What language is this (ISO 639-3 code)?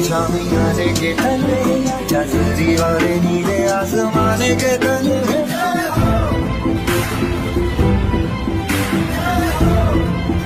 hin